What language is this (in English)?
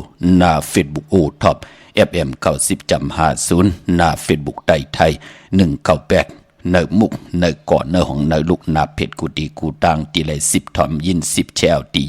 Shan